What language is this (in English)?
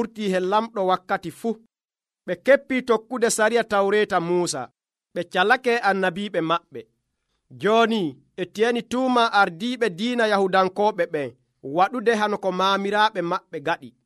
Nigerian Fulfulde